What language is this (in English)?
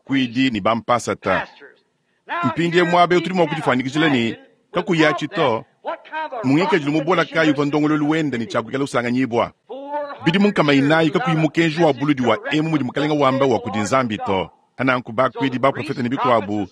Luba-Lulua